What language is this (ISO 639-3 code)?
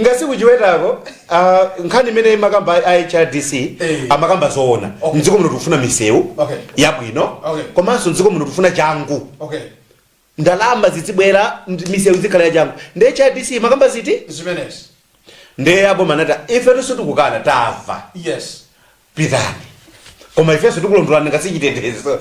nya